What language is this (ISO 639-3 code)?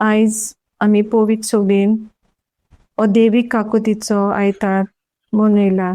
kok